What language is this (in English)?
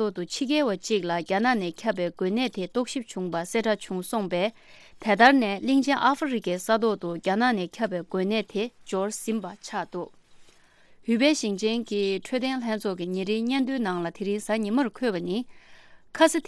Tibetan